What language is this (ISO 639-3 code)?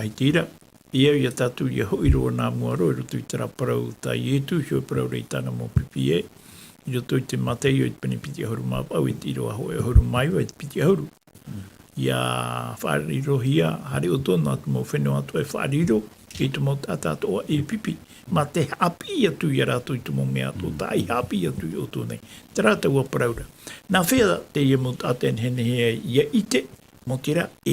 tah